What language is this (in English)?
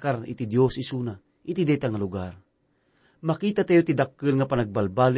Iloko